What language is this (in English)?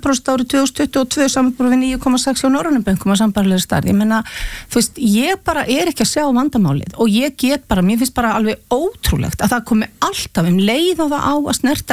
Icelandic